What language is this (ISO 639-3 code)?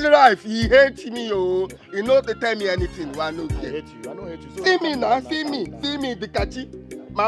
pcm